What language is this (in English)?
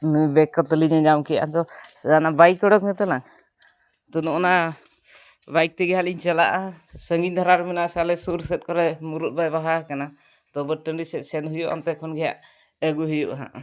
Santali